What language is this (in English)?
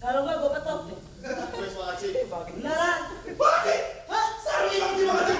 Betawi